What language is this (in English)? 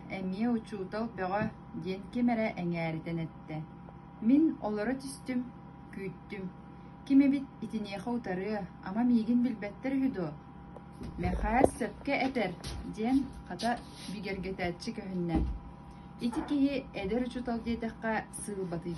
Yakut